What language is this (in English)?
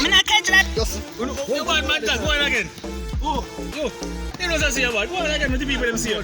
Jamaican Creole English